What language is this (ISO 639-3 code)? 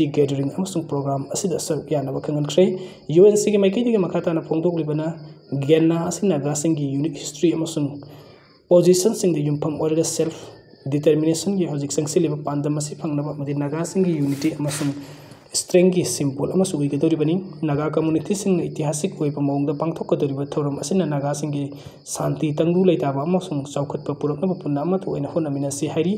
mni